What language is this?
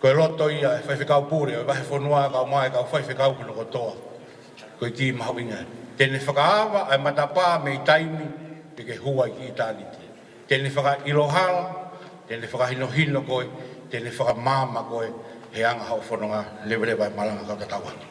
Tongan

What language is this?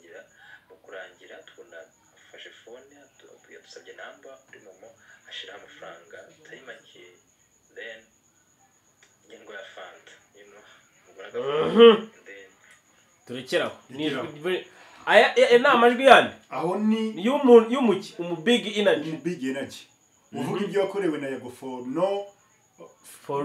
Kinyarwanda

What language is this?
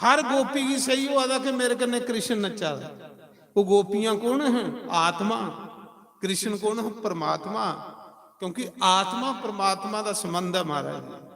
Dogri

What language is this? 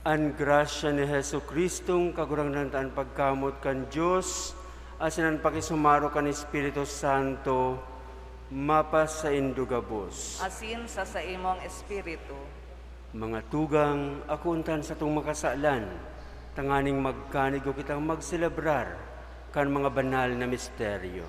Bikol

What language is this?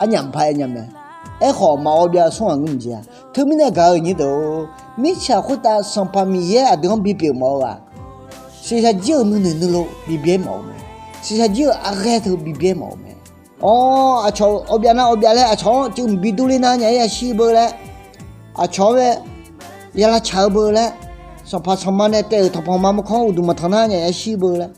Akha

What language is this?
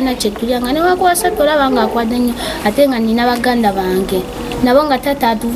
Ganda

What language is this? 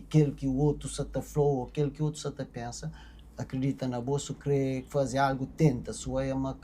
Kabuverdianu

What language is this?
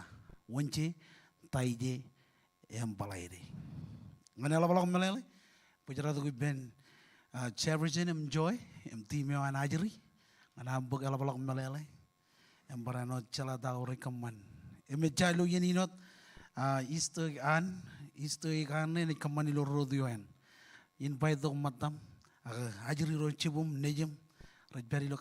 Marshallese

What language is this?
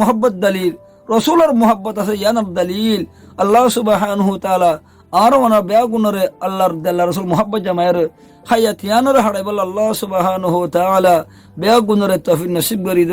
Rohingya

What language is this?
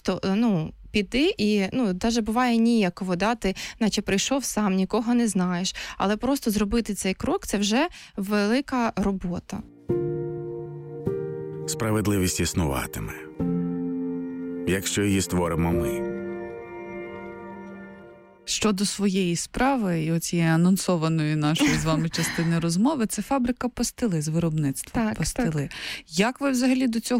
Ukrainian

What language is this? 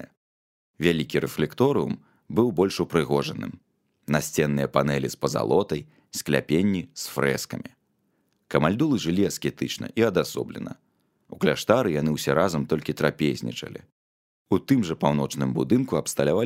Belarusian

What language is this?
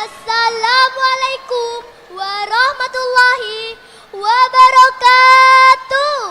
Madurese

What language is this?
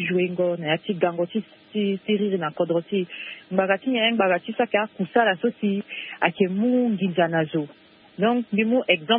Sango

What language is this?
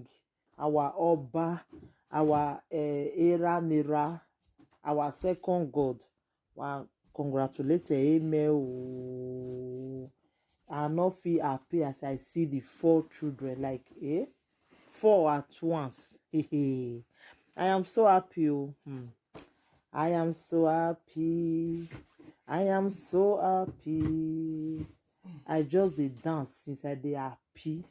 Nigerian Pidgin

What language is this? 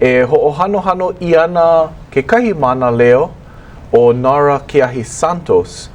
Hawaiian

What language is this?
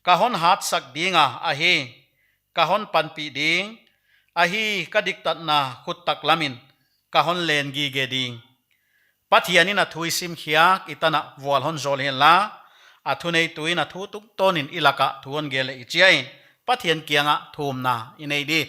Paite Chin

